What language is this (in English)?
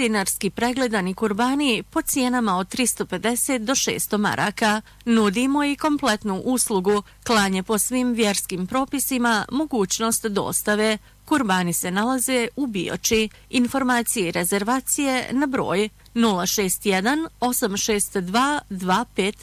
Bosnian